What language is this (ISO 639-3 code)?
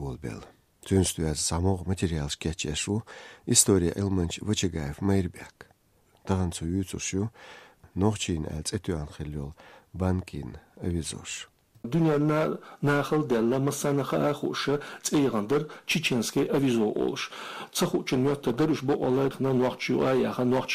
che